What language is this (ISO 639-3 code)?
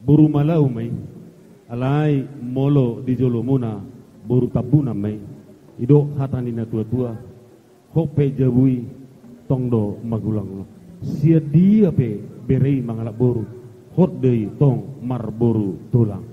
bbc